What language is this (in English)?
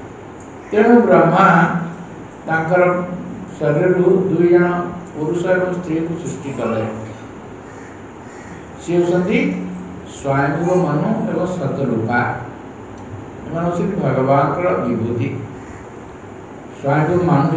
Odia